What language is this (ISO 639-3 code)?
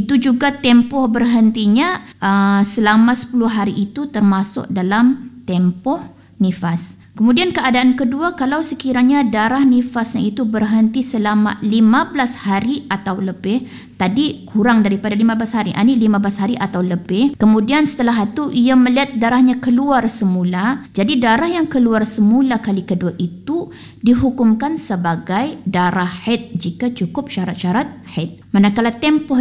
msa